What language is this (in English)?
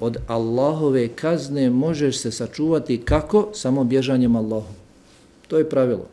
Bosnian